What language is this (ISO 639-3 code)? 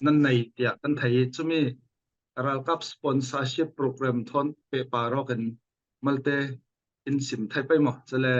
cfm